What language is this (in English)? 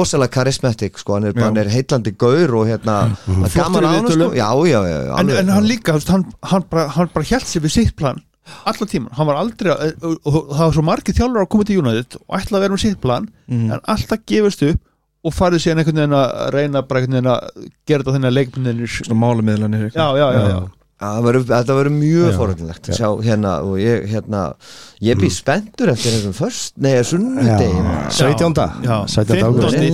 Icelandic